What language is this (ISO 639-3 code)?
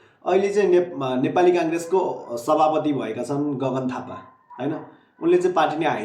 nep